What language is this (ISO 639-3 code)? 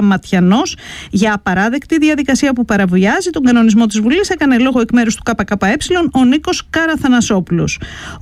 ell